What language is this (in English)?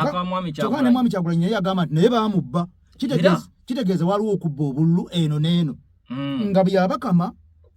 Ganda